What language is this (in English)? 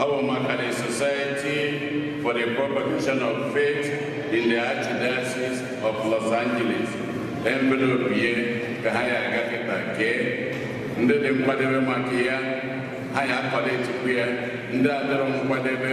Igbo